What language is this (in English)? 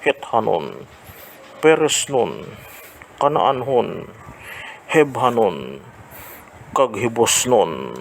Hiligaynon